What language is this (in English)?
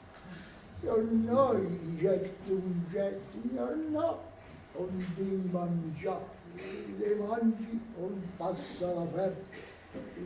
Neapolitan